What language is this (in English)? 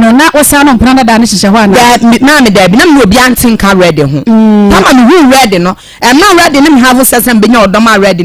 Akan